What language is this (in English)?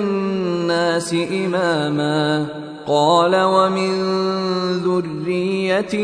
Arabic